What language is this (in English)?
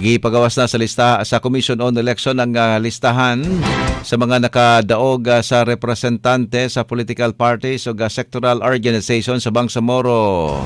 Cebuano